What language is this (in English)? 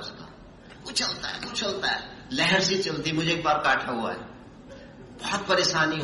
Hindi